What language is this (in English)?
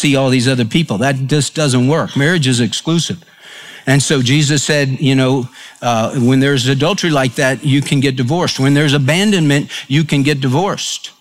English